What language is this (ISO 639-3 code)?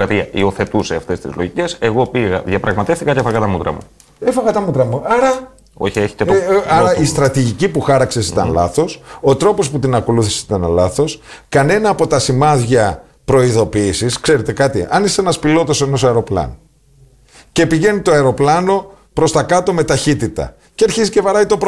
ell